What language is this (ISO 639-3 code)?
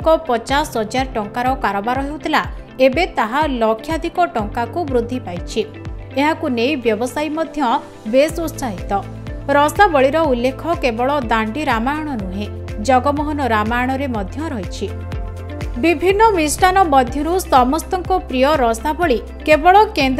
ori